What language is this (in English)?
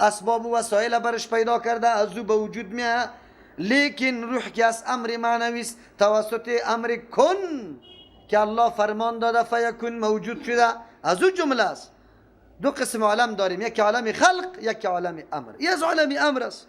Persian